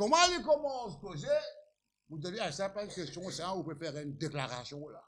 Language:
Morisyen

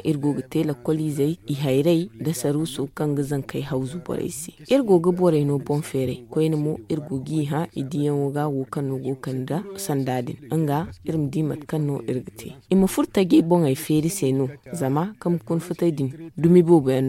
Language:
Zarma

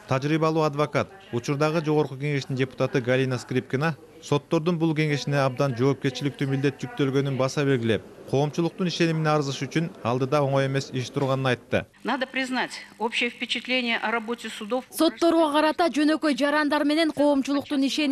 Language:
Kyrgyz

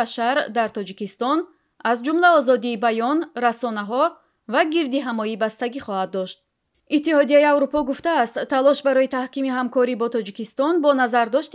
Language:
Tajik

